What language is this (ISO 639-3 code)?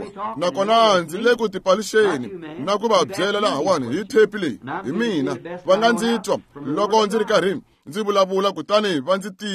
tso